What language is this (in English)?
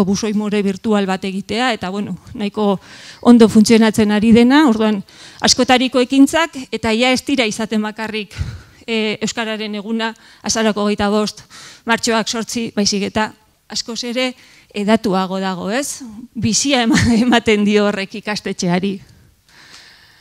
Basque